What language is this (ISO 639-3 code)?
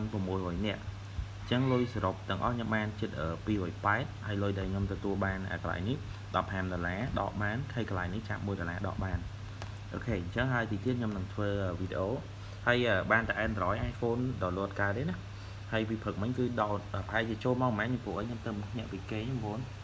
khm